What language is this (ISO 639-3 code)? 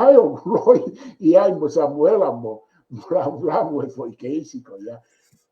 ton